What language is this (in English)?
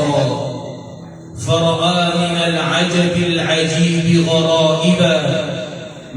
Maranao